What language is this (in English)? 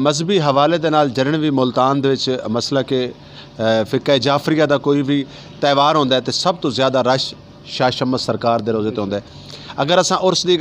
Saraiki